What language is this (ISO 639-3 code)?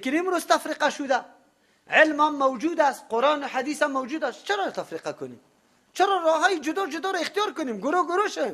fas